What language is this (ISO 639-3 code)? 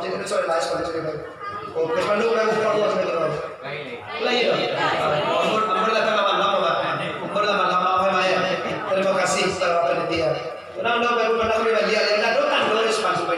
min